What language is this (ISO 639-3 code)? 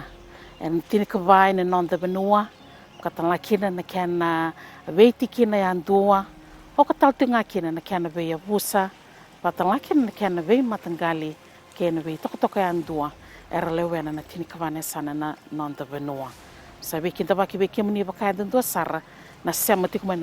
fij